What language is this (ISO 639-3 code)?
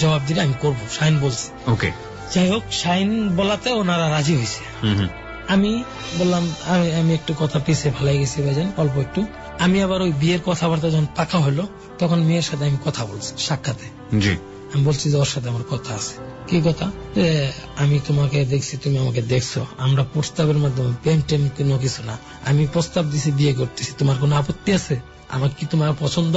ben